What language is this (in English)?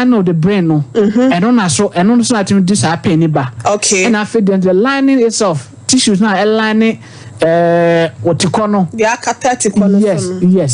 Akan